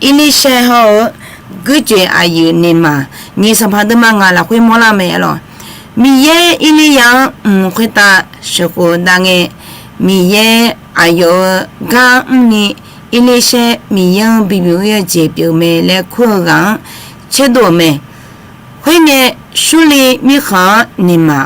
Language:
Akha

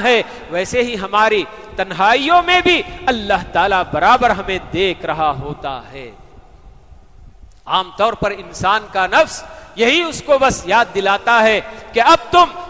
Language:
Urdu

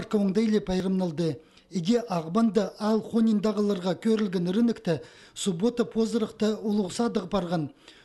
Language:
Khakas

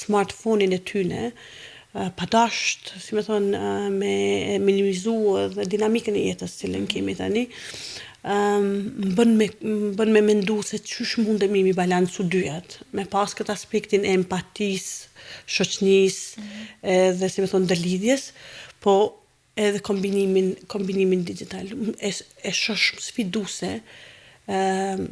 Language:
Albanian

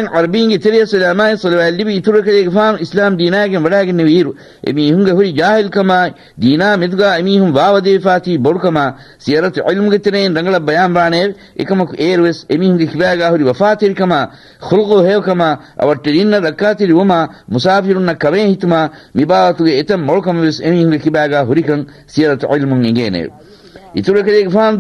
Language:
Divehi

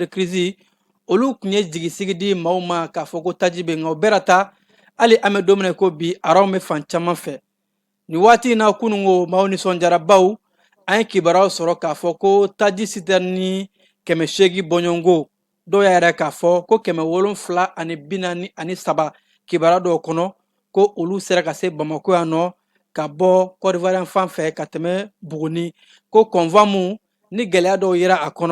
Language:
Bambara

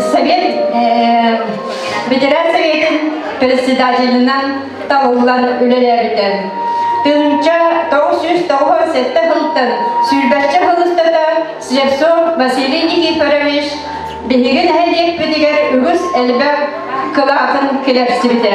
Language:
Yakut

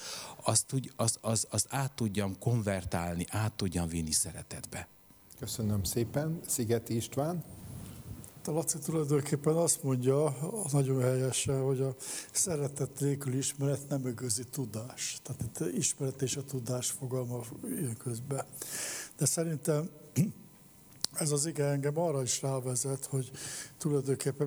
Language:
Hungarian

